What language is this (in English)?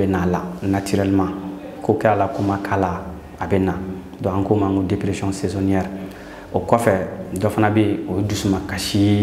Bambara